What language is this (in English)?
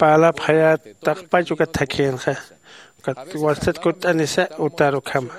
Aymara